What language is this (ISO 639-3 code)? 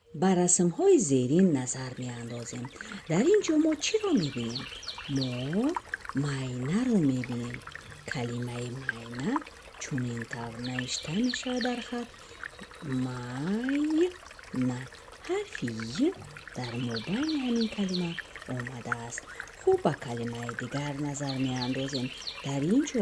tgk